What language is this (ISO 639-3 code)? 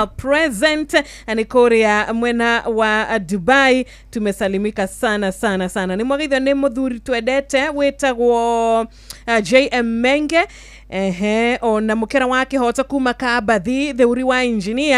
kik